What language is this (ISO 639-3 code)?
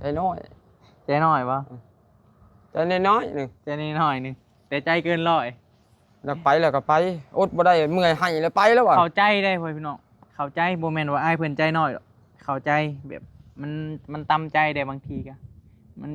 tts